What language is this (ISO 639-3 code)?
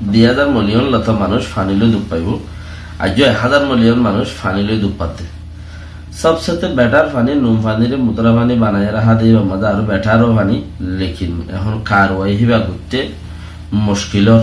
rhg